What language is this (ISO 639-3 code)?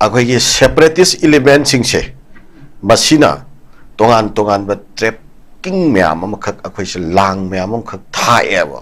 mni